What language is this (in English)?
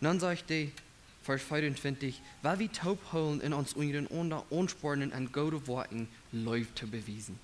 Plautdietsch